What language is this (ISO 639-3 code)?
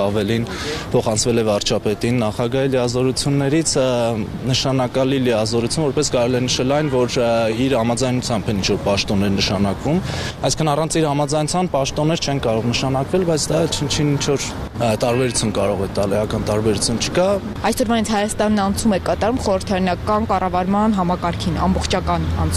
hye